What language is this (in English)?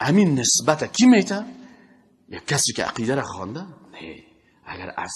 Persian